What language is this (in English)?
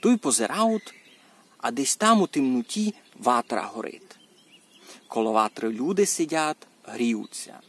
Rusyn